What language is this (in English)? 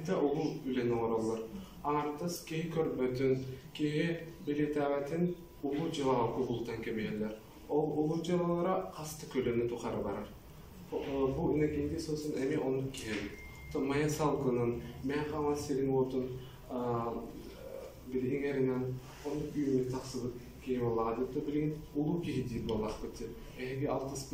Yakut